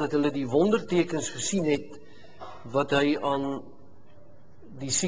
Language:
Afrikaans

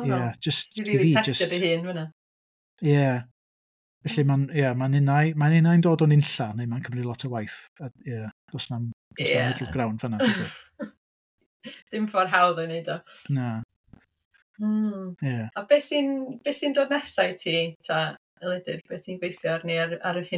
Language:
Welsh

